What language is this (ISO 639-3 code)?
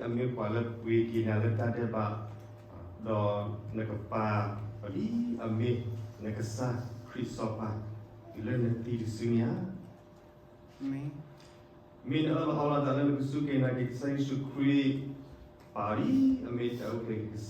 ksw